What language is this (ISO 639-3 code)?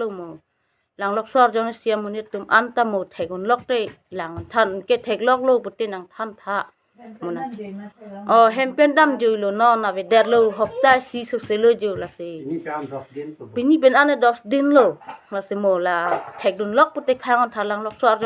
mjw